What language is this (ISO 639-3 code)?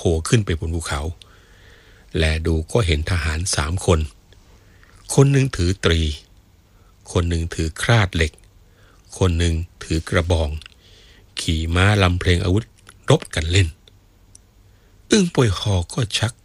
tha